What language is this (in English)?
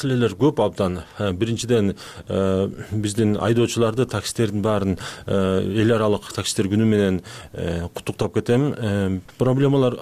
Kyrgyz